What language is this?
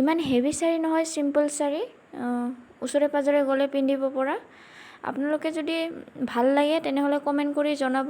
Assamese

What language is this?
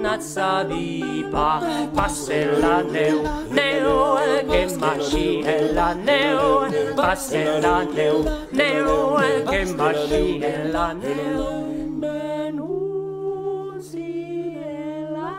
Occitan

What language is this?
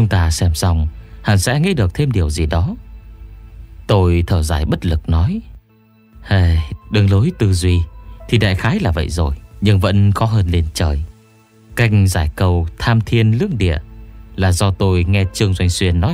Vietnamese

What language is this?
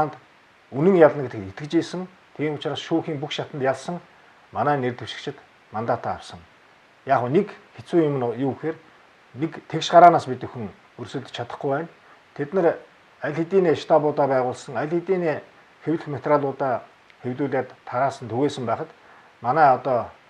Mongolian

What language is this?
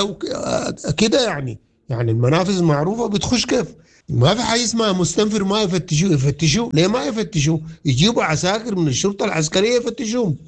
Sudanese Arabic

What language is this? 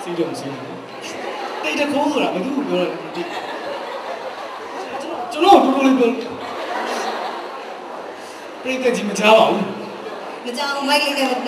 Burmese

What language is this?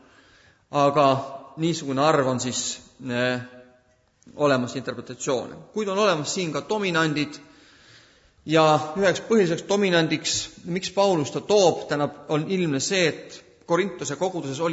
Estonian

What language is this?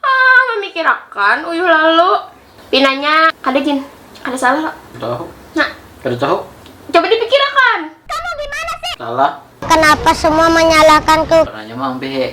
Banjar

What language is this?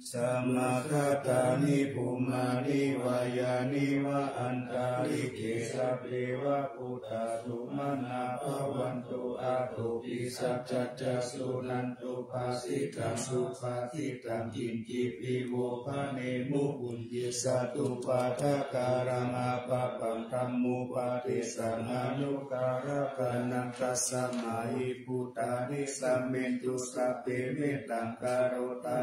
Pali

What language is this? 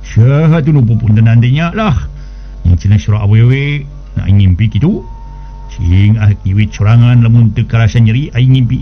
Sundanese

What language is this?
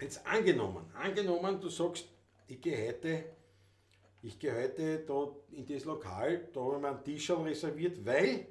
Bavarian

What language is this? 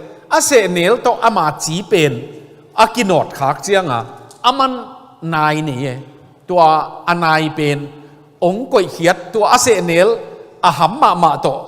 Tedim Chin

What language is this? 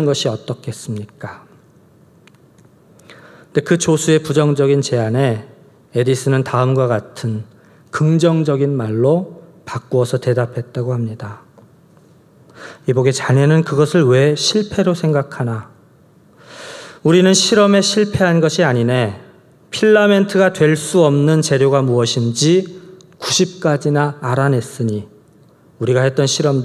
Korean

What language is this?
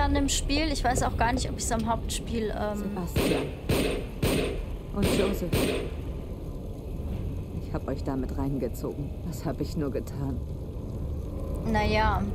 German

